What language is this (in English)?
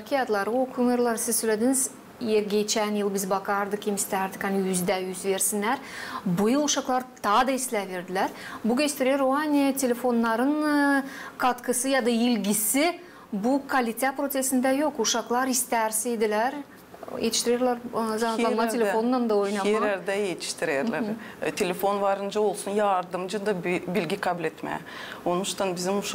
Gagauz